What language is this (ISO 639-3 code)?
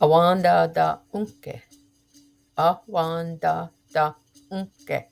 moh